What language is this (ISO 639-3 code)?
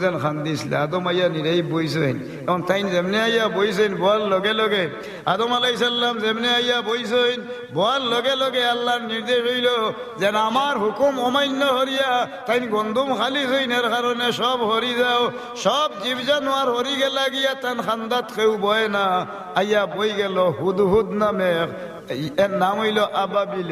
syl